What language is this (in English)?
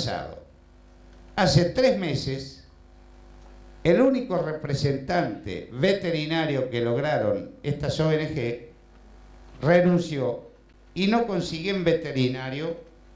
Spanish